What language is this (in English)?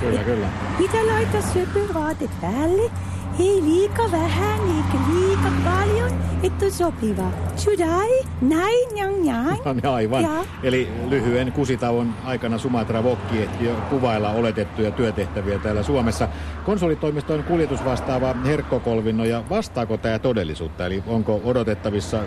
Finnish